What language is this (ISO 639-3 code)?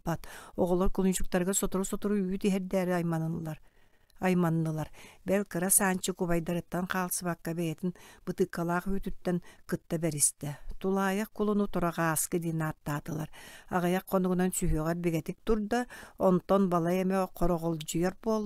sah